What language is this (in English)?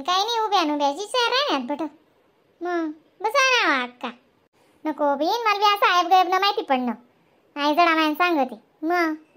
Khandesi